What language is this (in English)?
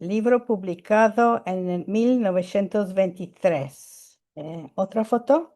Ladino